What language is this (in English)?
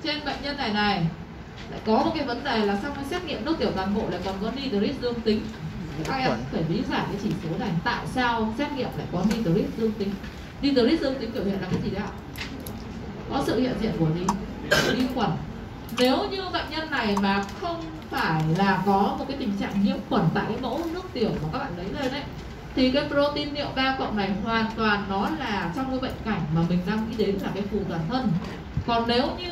Vietnamese